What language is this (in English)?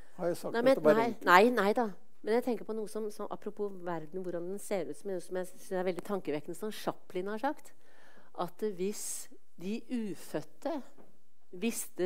Norwegian